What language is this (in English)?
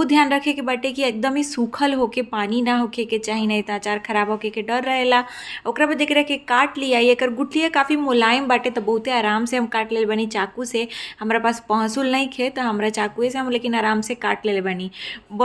Bhojpuri